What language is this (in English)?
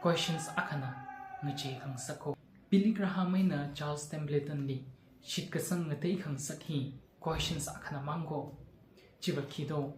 Tangkhul Naga (India)